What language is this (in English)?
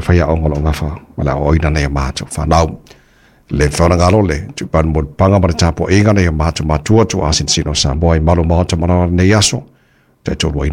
Samoan